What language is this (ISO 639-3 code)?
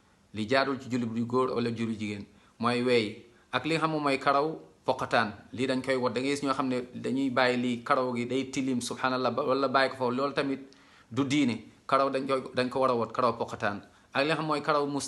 wol